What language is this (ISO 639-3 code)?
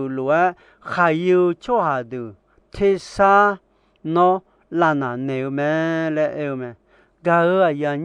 ahk